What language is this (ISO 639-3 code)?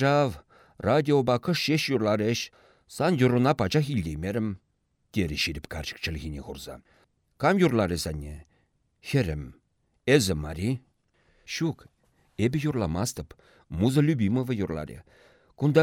chv